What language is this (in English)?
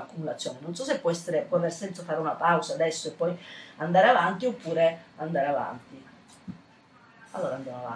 Italian